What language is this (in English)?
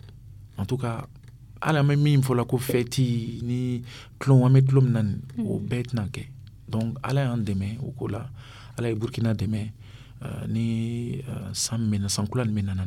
Dyula